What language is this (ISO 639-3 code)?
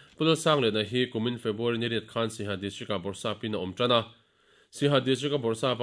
lus